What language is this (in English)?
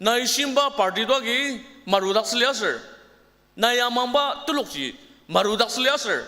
Ao Naga